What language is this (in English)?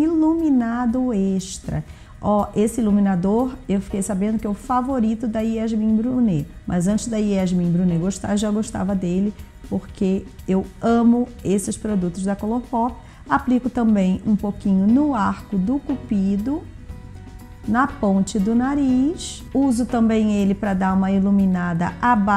Portuguese